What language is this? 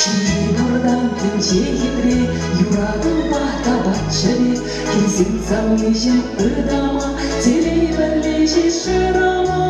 Chuvash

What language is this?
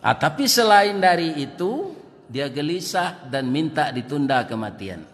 Minangkabau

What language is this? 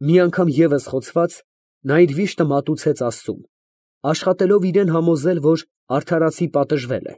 Armenian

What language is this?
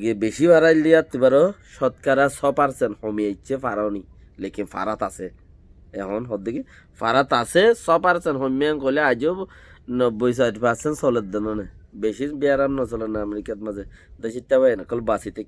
Rohingya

